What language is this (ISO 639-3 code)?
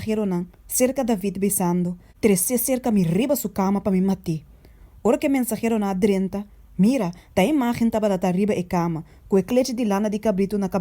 pap